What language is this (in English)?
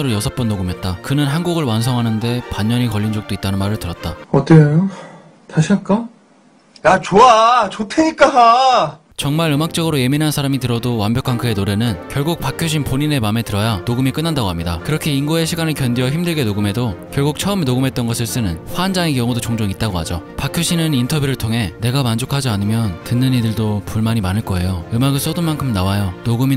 Korean